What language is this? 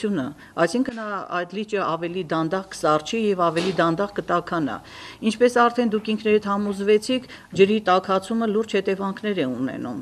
Armenian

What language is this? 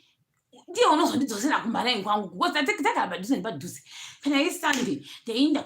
Shona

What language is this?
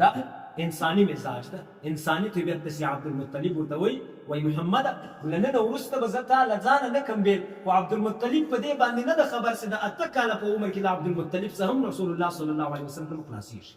Pashto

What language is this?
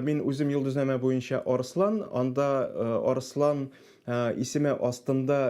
Tatar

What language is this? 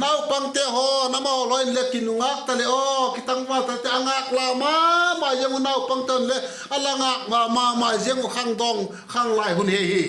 Vaiphei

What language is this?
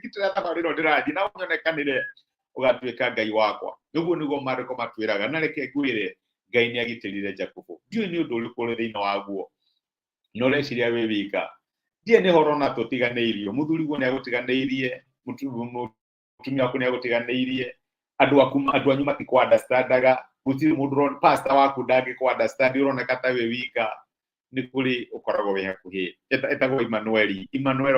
Kikuyu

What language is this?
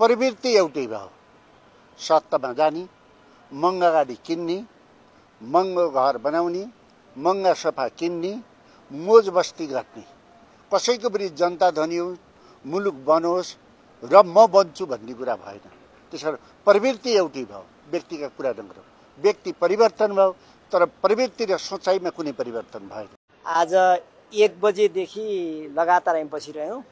Nepali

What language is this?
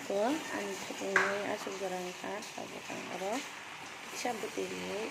Kok Borok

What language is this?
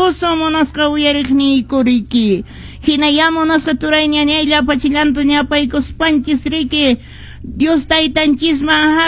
Quechua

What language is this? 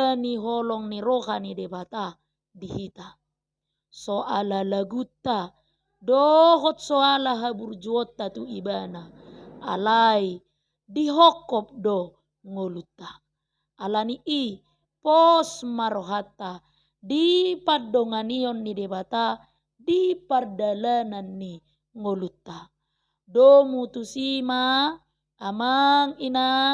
Batak Toba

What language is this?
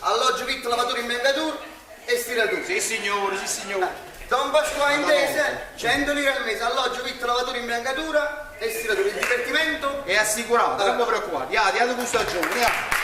Neapolitan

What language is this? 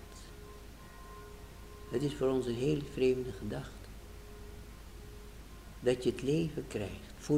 Dutch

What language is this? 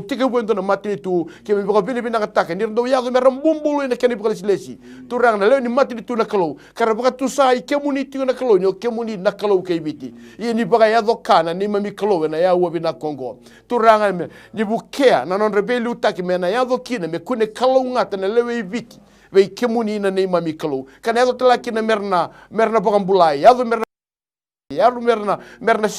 Fijian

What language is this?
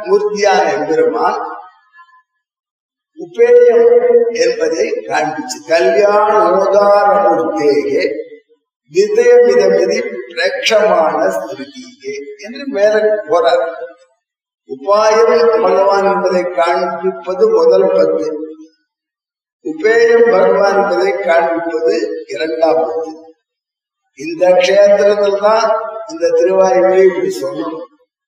Tamil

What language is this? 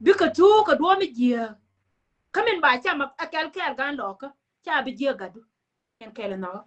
Nuer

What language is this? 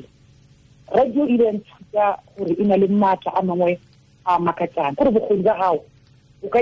Tswana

